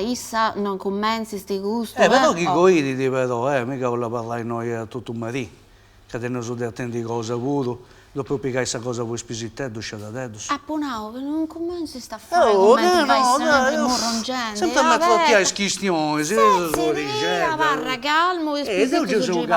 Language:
Sardinian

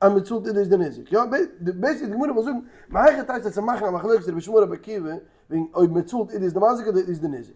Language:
Yiddish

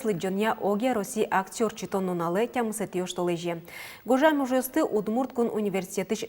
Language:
Udmurt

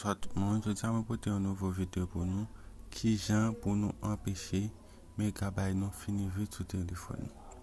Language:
Haitian Creole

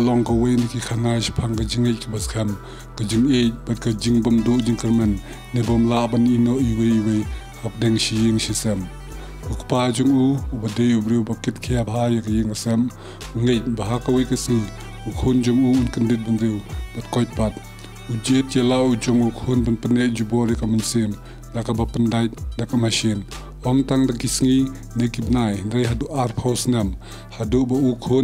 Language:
Khasi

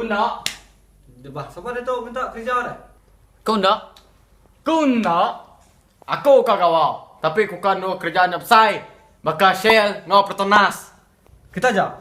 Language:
Iban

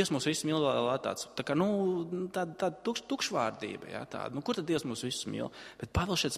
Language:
Latvian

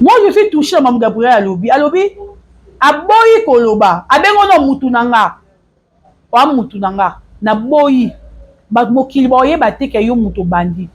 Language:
Lingala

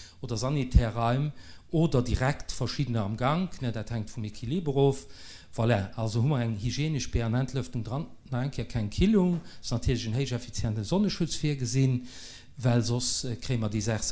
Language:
Luxembourgish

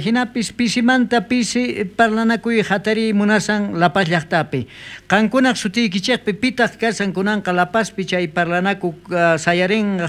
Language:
South Bolivian Quechua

